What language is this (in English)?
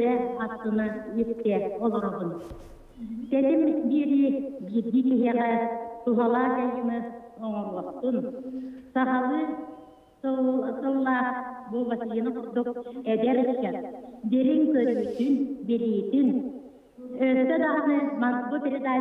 Yakut